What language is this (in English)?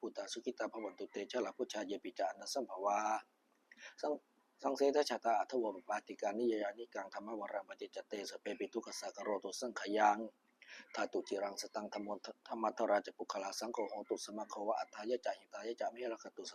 Pali